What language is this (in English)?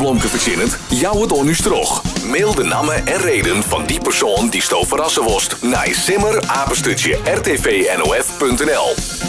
Western Frisian